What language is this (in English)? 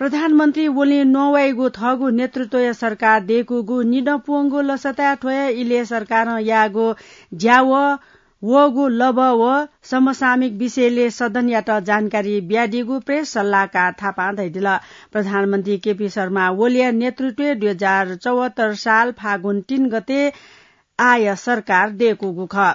Newari